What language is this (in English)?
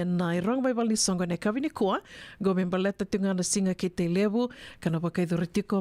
Fijian